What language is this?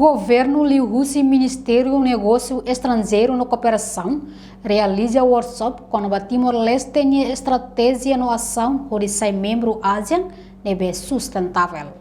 Tetum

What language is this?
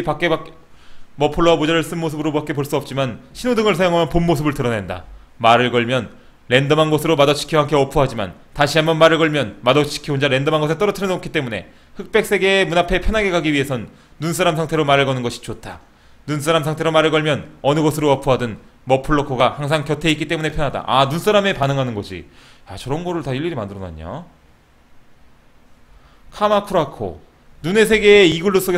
Korean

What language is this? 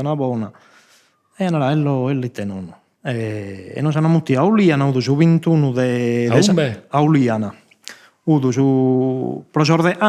Sardinian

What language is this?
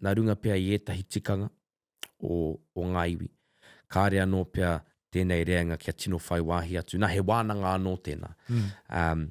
Māori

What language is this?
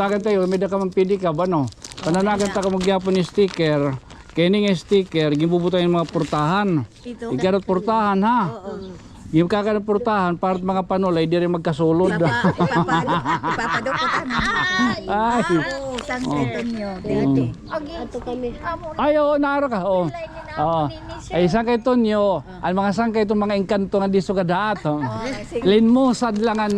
Waray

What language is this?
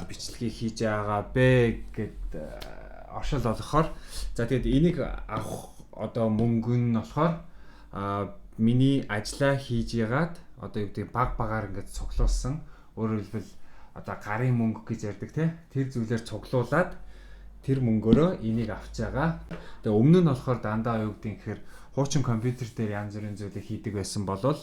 Mongolian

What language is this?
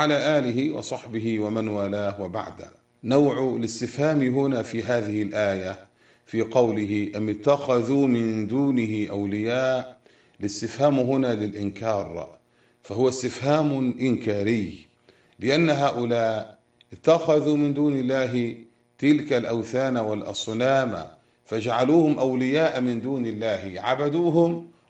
Arabic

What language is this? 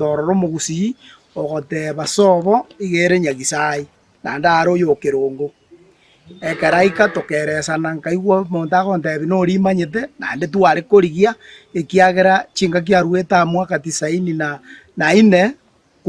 Gusii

